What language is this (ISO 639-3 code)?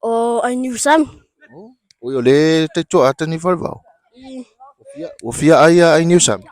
smo